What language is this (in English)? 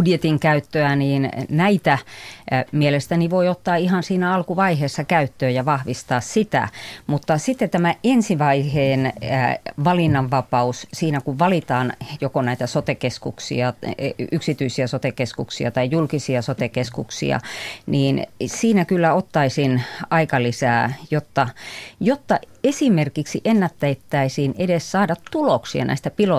Finnish